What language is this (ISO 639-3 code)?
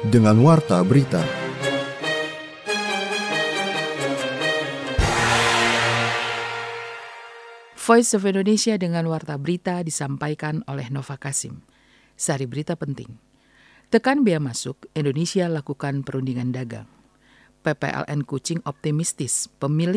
ind